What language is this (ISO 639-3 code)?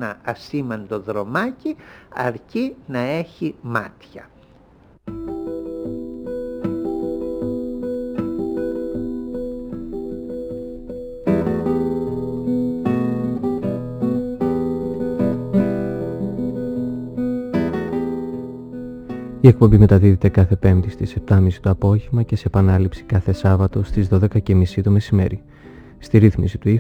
ell